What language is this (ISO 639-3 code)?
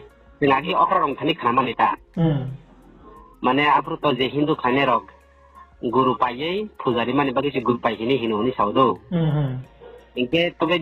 ria